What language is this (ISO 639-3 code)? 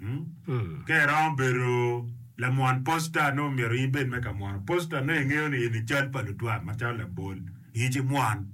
ach